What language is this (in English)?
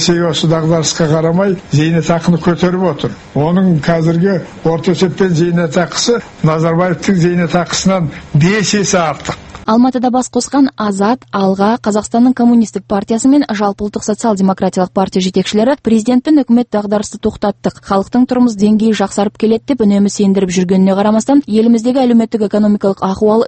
Kazakh